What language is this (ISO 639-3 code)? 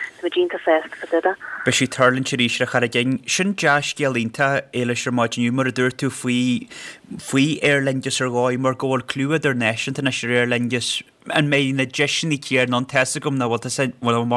gle